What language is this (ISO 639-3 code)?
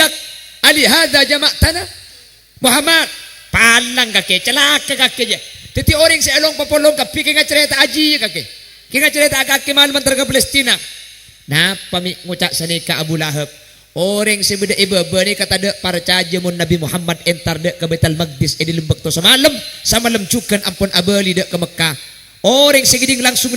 mad